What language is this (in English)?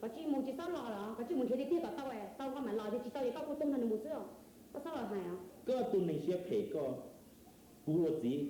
Hmong